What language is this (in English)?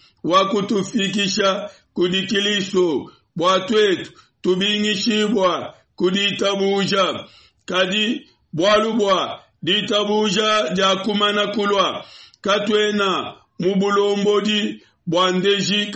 Luba-Lulua